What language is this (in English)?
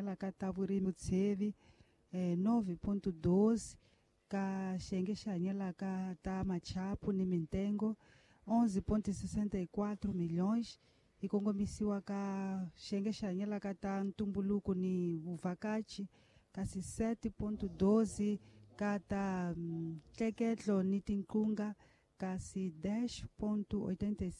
Tsonga